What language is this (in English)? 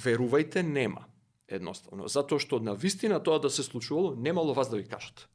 Macedonian